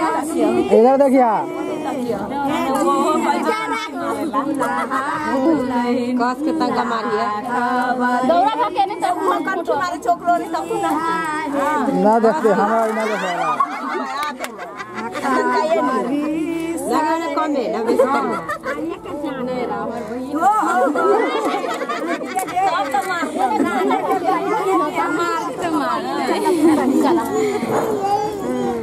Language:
Bhojpuri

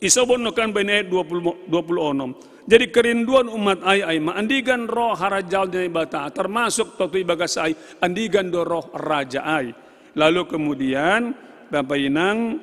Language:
Batak Simalungun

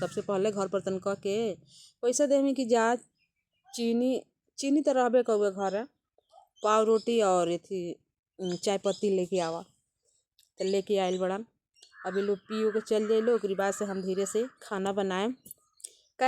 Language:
Bhojpuri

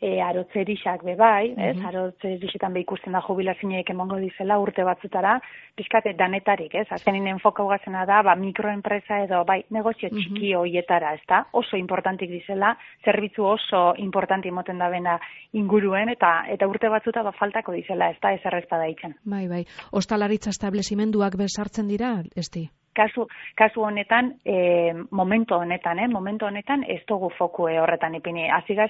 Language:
Basque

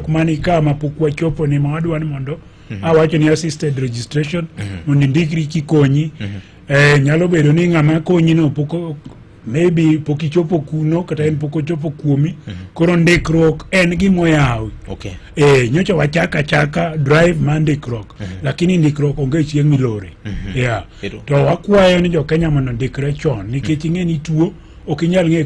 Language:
Luo (Kenya and Tanzania)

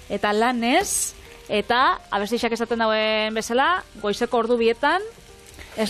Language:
Basque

